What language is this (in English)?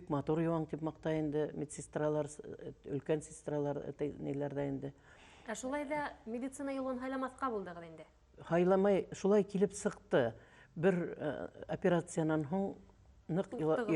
Bashkir